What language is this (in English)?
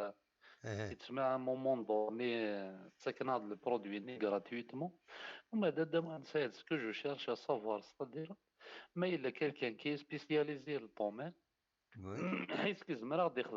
Kabyle